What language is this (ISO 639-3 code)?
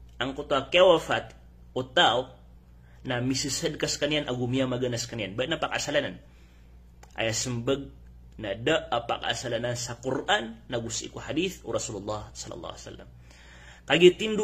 mrw